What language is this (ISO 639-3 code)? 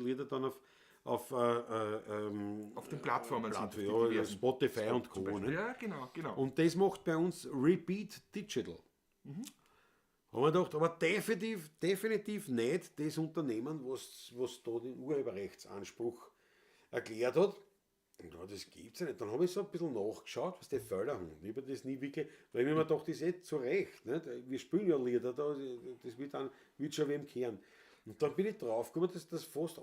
bar